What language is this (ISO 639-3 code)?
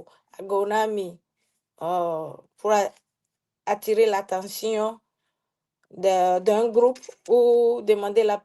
ewe